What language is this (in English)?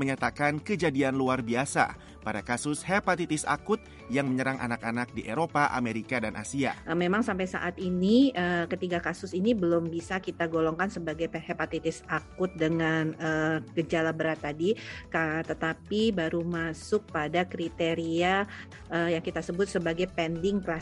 Indonesian